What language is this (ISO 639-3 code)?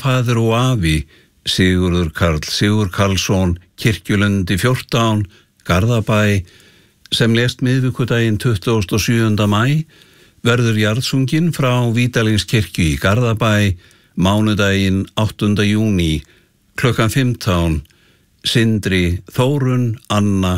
isl